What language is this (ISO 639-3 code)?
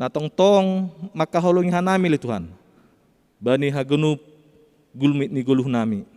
bts